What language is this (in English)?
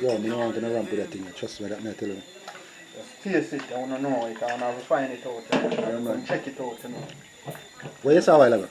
Jamaican Creole English